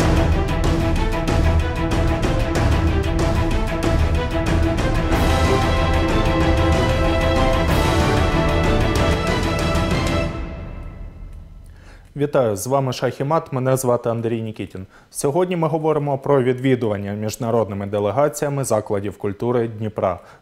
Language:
Ukrainian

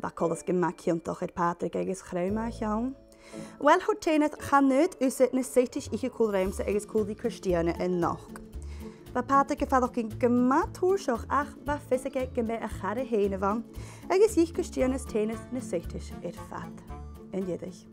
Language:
Scottish Gaelic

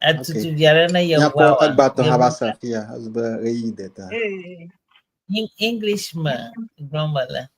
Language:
Ewe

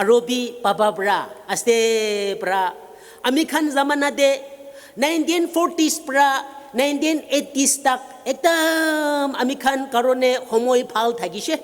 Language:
Naga Pidgin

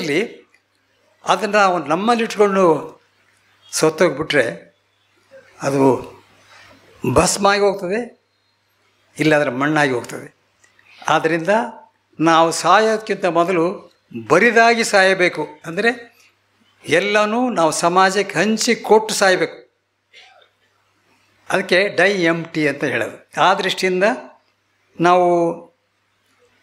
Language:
Kannada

